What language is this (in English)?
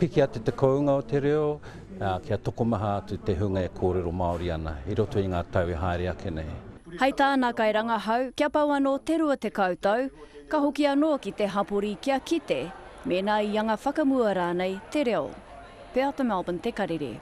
Māori